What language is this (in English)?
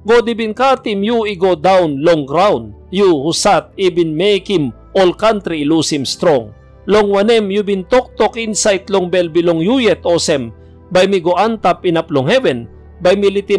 Tok Pisin